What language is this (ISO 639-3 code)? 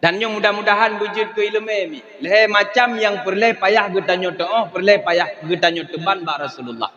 ace